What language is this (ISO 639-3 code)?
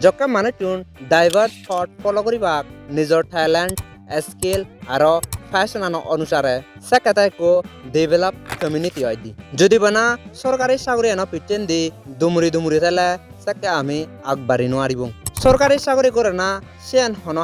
ccp